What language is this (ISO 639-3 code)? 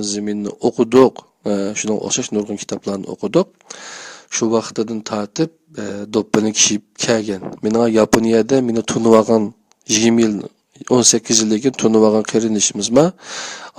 uig